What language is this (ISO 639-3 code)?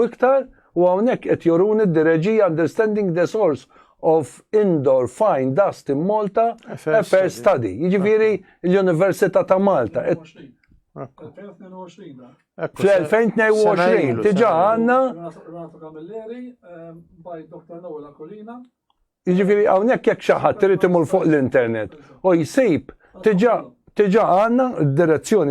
mlt